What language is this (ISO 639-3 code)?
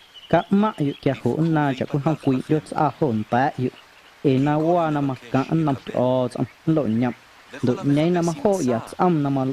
amu